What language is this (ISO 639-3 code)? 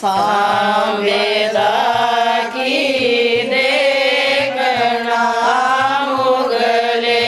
doi